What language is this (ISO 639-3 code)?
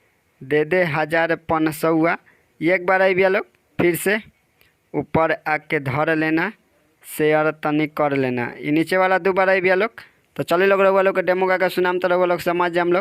bho